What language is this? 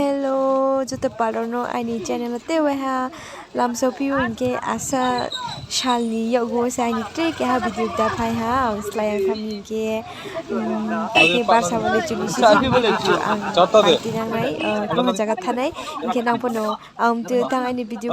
Riang (India)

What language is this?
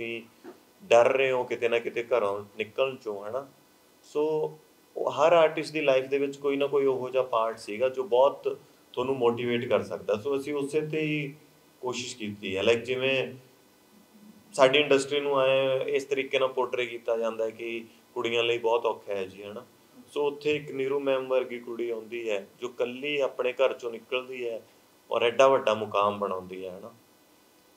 Punjabi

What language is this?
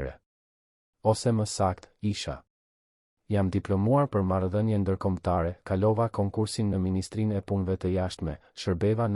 Albanian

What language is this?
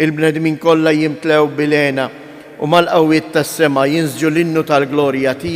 Maltese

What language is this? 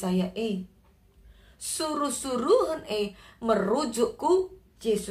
Batak Karo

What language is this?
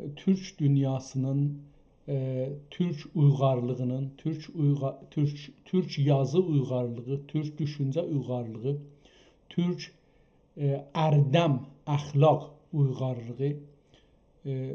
South Azerbaijani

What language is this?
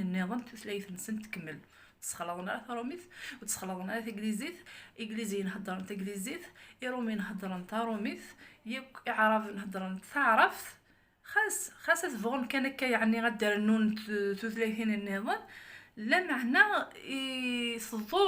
Kabyle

